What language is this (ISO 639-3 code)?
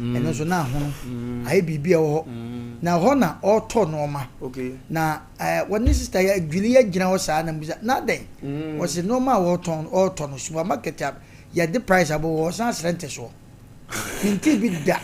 aka